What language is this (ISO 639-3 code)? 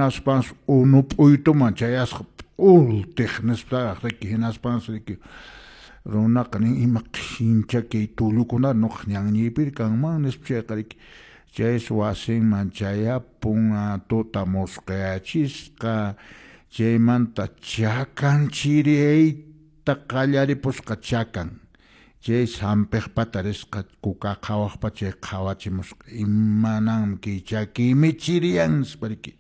que